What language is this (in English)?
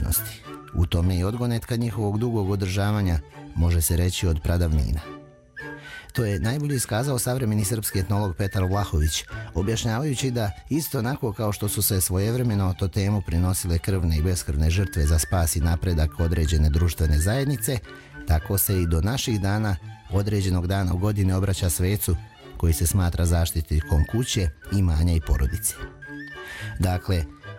Serbian